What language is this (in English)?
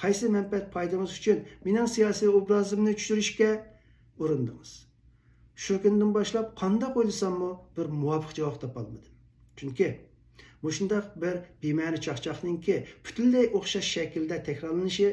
Uyghur